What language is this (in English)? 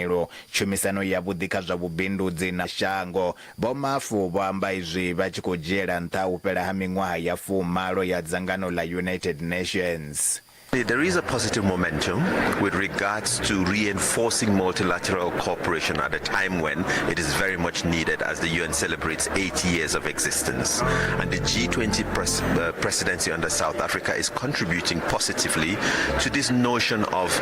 Venda